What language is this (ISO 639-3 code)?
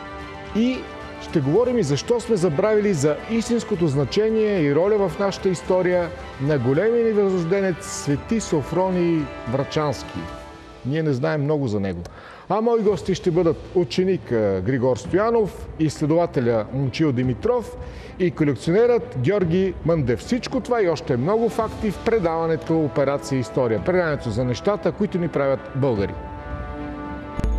bul